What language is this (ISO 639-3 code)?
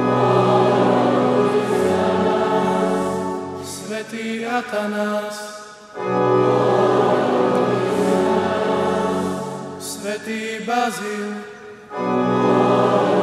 slk